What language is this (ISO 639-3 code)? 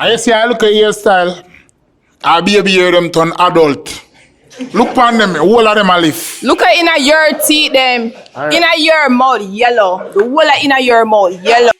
jam